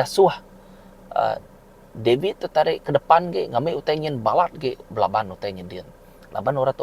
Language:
Iban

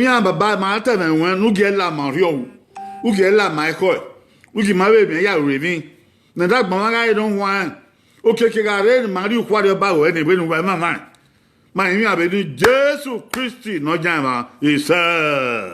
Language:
Bini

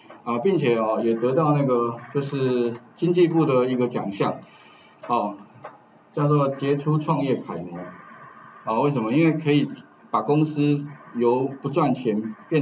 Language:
Chinese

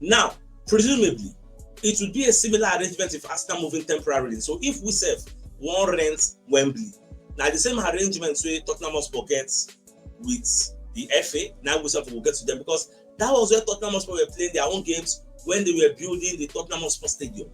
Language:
Nigerian Pidgin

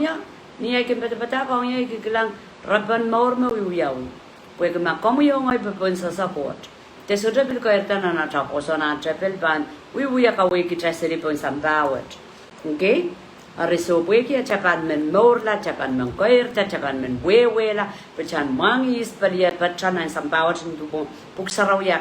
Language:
Pohnpeian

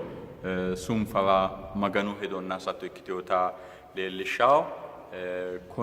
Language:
Sidamo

